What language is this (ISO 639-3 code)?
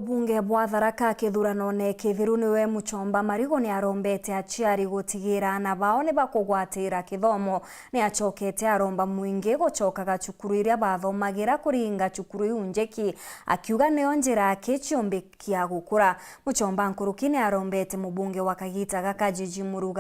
mer